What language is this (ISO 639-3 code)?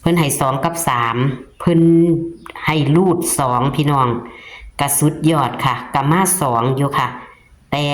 tts